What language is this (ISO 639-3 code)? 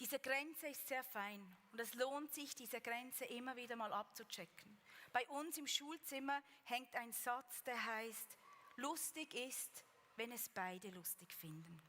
gsw